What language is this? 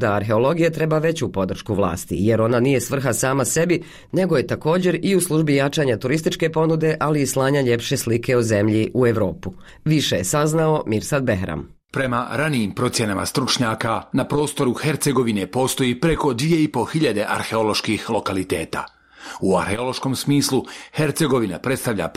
Bosnian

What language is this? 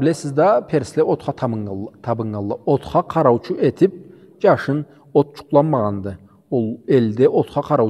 Karachay-Balkar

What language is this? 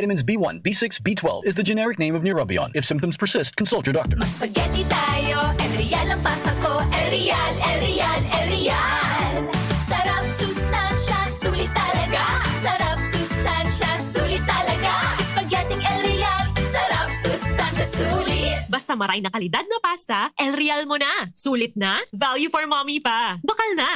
Bikol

